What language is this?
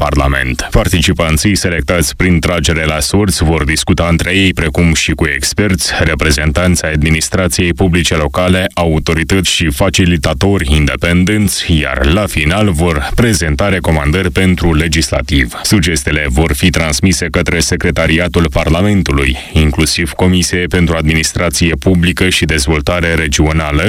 Romanian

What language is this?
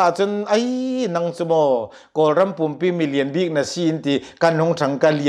Hakha Chin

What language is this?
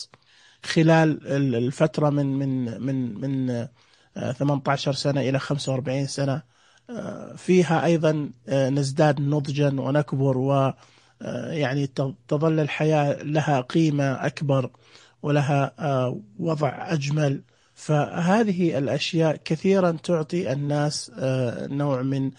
Najdi Arabic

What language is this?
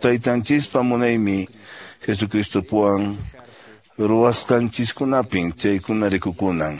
Quechua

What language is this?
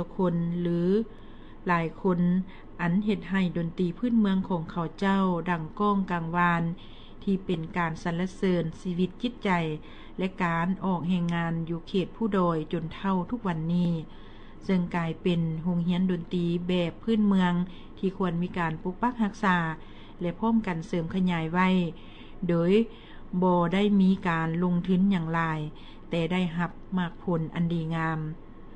Lao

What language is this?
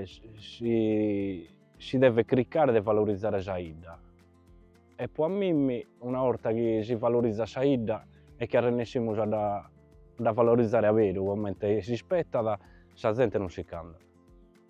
Sardinian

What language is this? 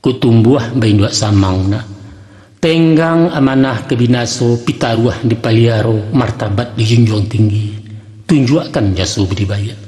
Minangkabau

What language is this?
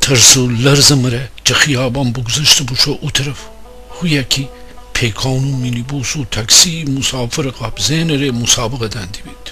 Gilaki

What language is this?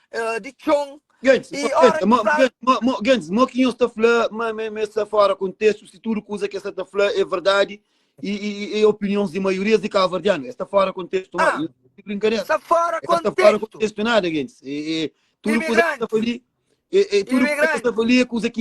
Kabuverdianu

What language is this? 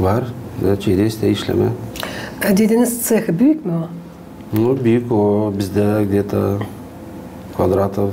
Gagauz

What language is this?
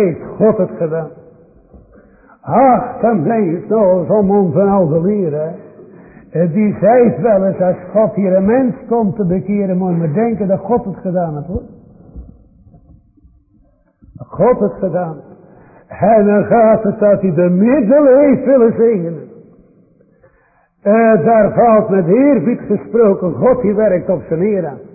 Dutch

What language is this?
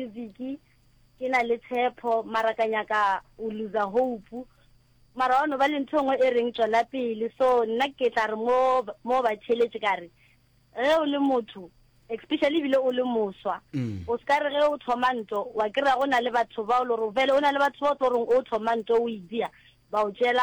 Northern Sotho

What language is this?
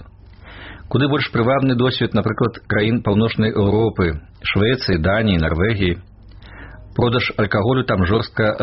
Belarusian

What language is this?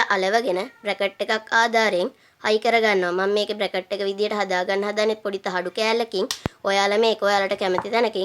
Sinhala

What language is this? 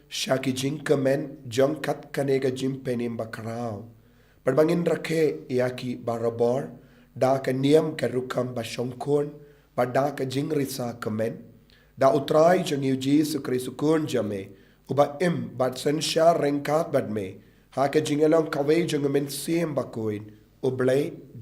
Khasi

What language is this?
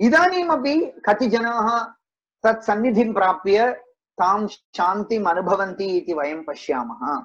Sanskrit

